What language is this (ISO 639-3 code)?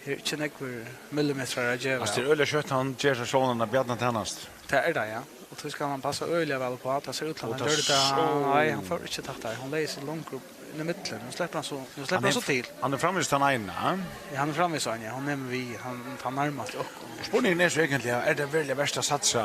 fao